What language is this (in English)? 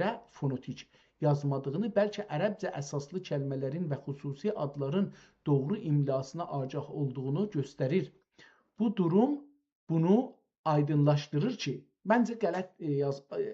South Azerbaijani